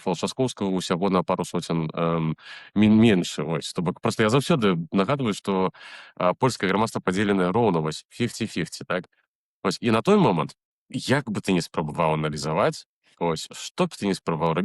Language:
Belarusian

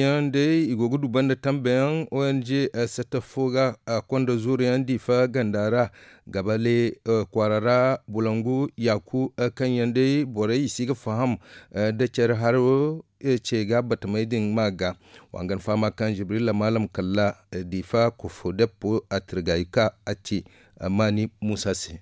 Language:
Zarma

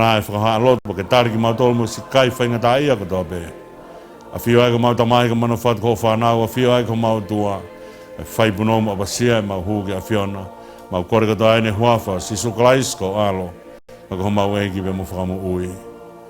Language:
Tongan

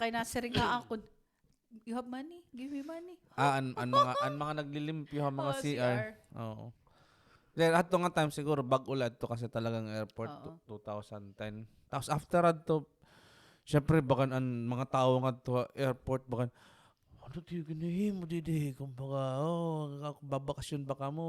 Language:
Waray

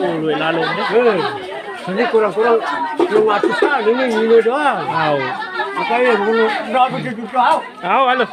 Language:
Sasak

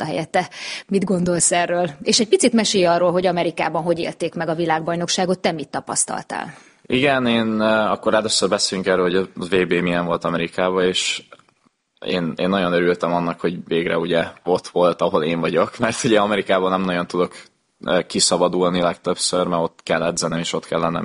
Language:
Hungarian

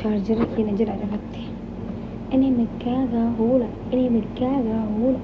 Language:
Oromo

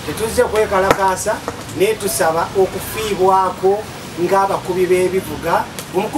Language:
Ganda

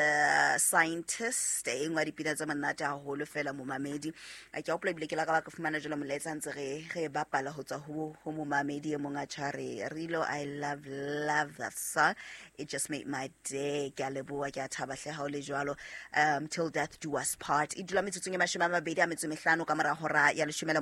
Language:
Southern Sotho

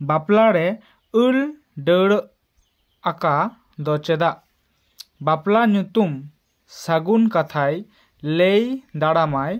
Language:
Santali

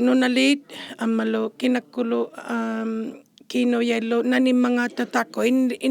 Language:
Inuktitut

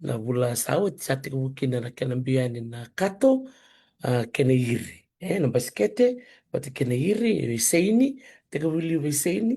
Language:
Fijian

